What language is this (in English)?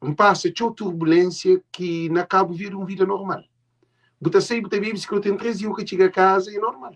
Kabuverdianu